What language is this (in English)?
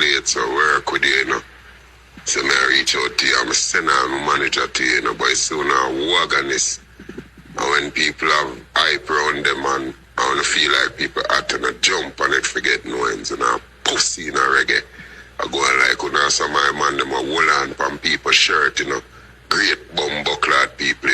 Jamaican Creole English